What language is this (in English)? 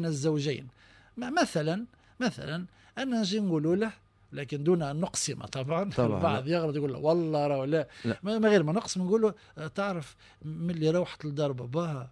Tunisian Arabic